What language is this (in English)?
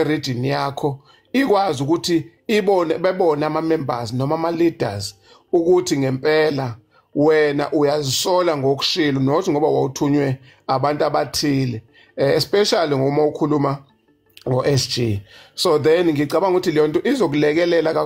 Zulu